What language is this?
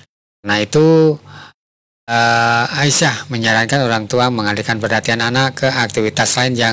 Indonesian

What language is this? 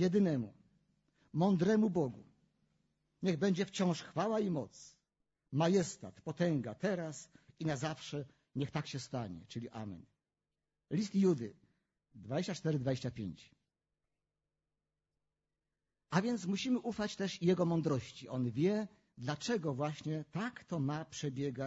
Polish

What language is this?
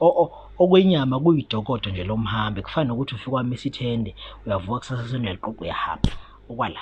Zulu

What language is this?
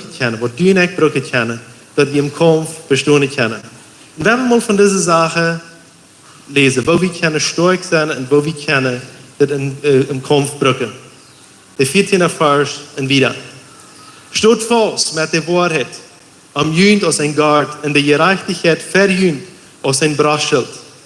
Plautdietsch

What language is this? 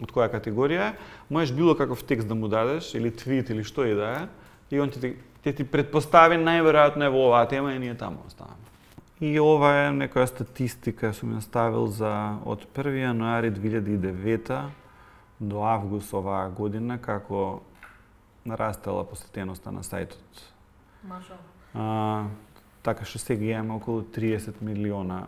Macedonian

